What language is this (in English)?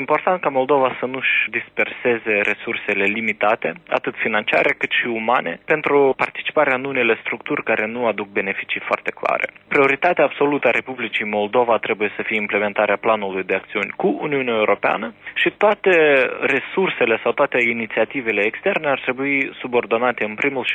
Romanian